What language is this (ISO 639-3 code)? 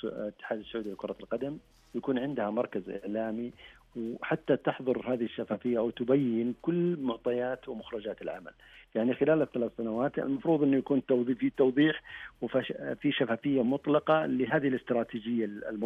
ars